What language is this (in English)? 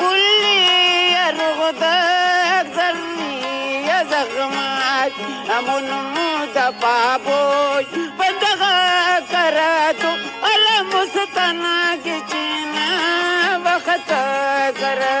Brahui